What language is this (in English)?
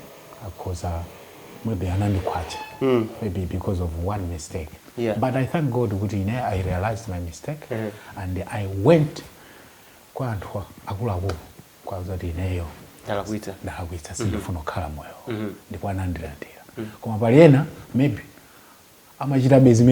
Nyanja